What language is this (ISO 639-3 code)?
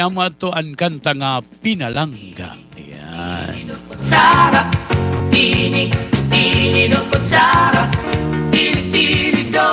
war